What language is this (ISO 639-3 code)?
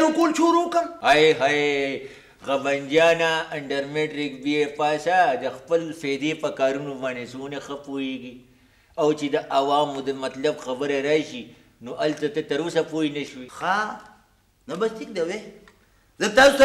pus